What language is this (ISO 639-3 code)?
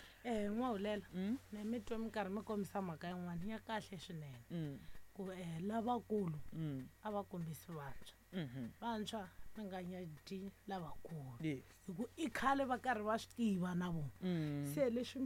tso